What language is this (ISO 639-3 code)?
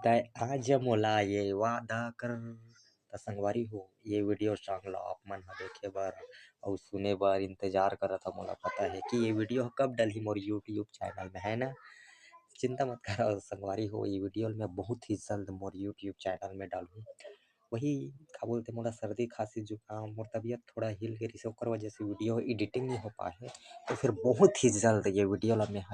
hne